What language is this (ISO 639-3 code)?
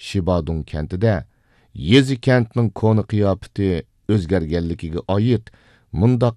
uig